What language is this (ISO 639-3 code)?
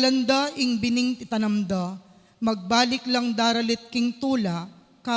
pam